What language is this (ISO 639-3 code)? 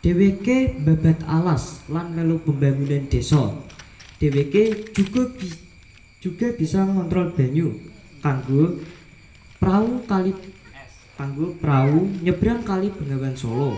jav